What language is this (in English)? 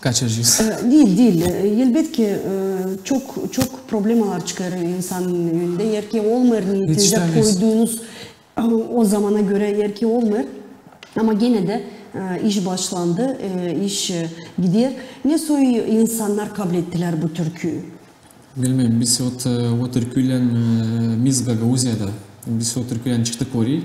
Gagauz